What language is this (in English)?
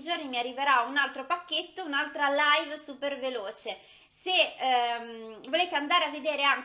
Italian